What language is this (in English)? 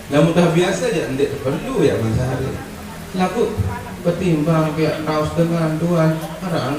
Sasak